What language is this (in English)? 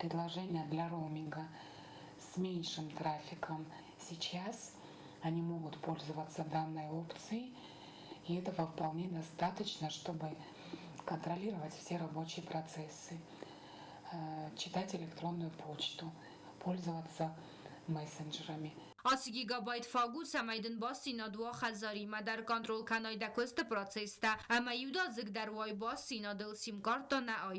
Ossetic